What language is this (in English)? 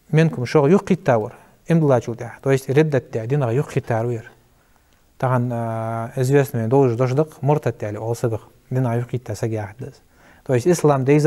Ingush